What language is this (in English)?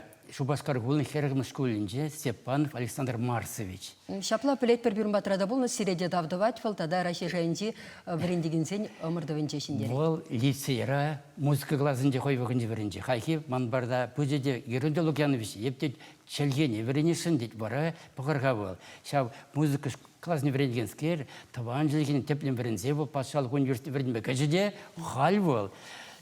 Chuvash